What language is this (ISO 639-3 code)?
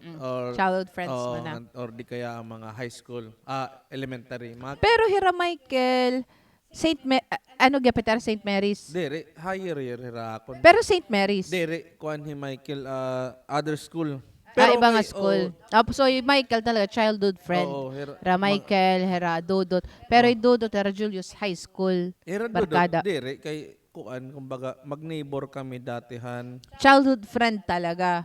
war